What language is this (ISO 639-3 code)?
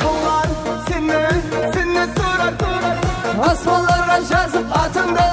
kaa